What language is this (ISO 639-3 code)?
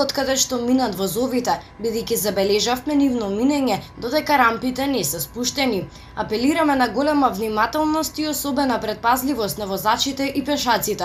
mkd